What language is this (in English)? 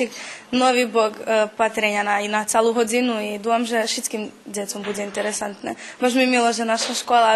Rusyn